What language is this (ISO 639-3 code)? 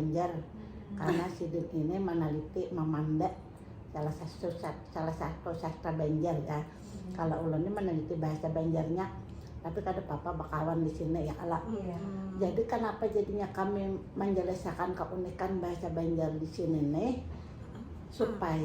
bjn